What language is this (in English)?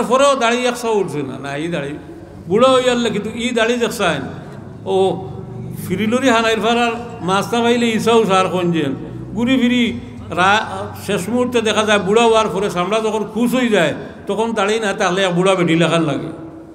Sylheti